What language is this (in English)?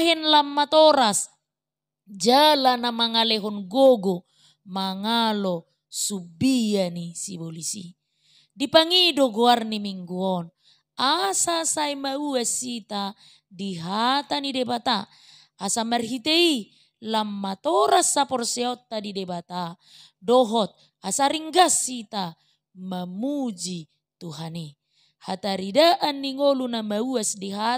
Batak Toba